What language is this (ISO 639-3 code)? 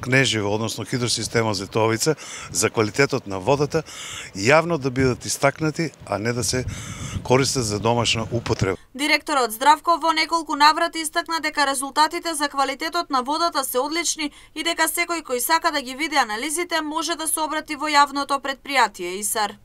mkd